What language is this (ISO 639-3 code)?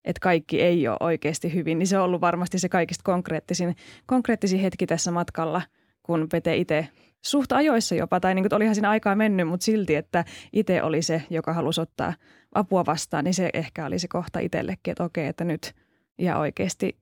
fin